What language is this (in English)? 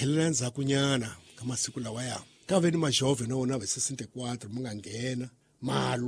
Tsonga